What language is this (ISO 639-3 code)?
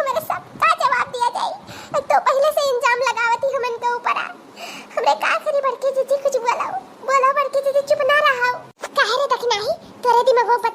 awa